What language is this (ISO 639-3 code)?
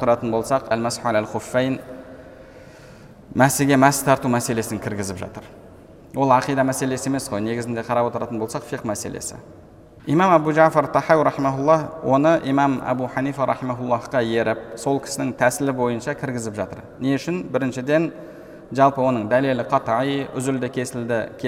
kaz